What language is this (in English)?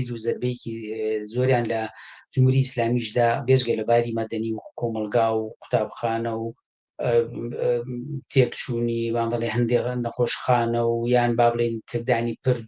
Central Kurdish